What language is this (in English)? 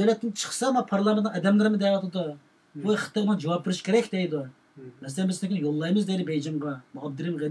Uyghur